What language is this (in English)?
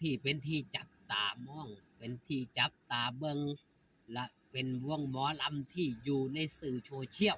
Northeastern Thai